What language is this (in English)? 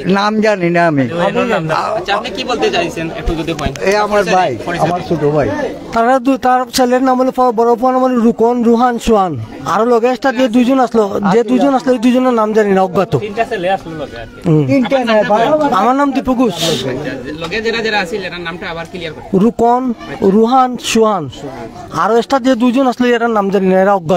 Sylheti